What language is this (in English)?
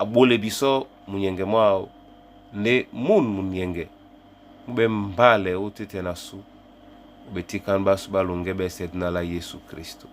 Duala